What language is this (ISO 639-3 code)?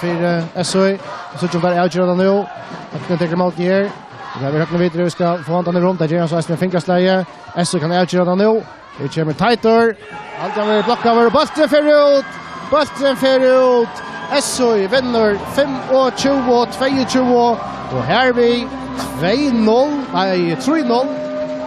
fao